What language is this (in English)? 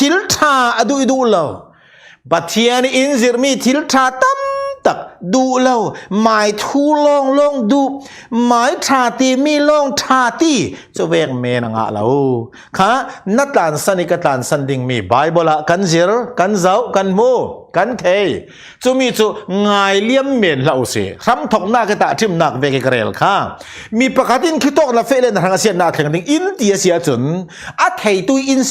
Falam Chin